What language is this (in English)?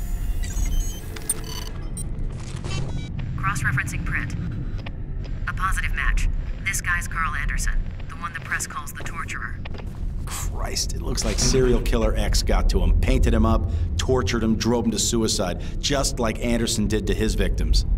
English